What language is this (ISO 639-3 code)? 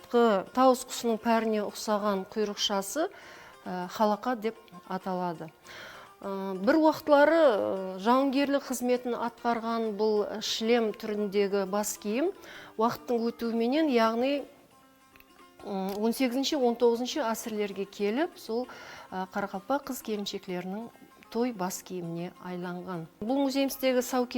kaa